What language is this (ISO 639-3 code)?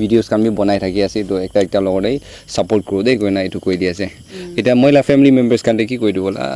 nag